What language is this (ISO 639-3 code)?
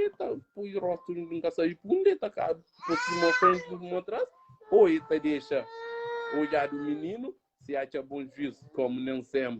kea